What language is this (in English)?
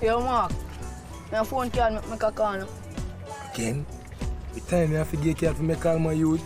Jamaican Creole English